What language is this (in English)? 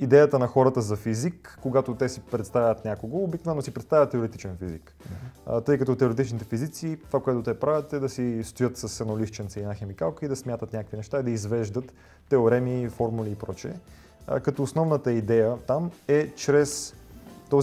Bulgarian